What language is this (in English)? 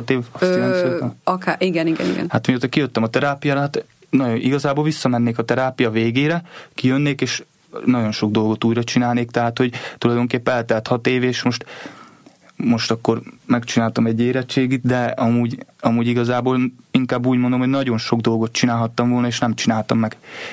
Hungarian